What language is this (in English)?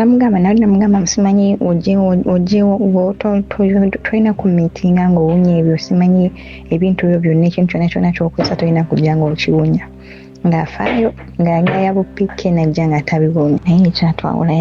Ganda